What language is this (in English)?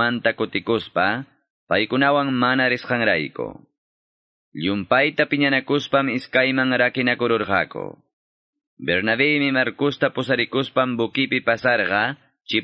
Quechua